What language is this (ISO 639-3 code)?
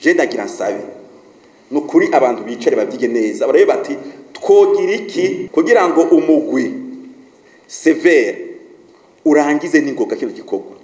run